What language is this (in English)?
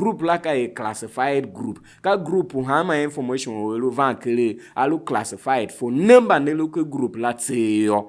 Tiv